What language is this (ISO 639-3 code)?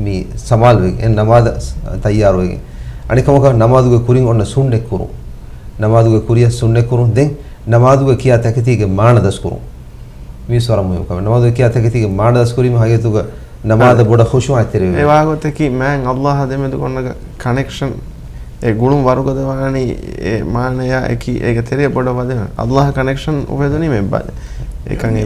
div